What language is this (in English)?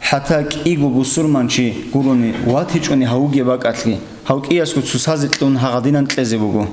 Avaric